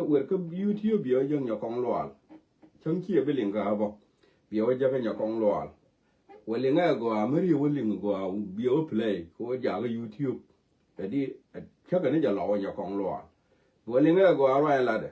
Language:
Nuer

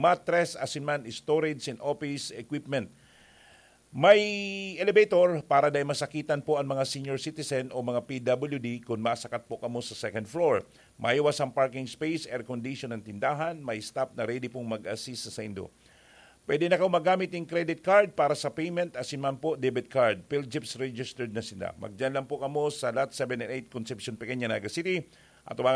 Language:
Bikol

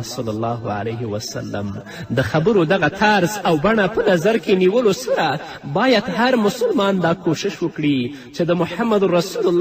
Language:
Pashto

